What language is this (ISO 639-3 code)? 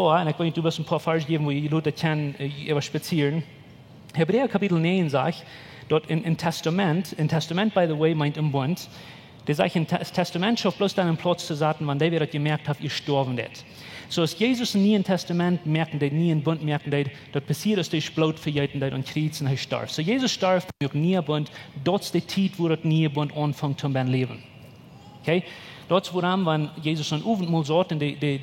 pdt